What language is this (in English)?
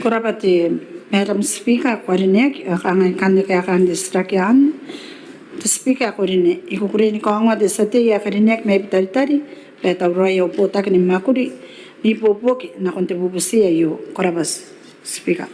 Gilbertese